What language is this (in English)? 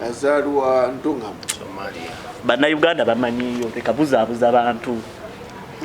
Ganda